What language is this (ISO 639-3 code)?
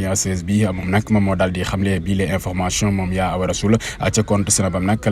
wol